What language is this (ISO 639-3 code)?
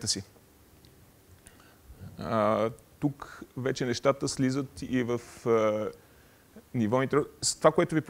bul